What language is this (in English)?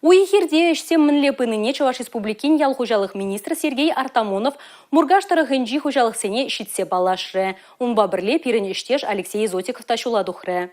Chuvash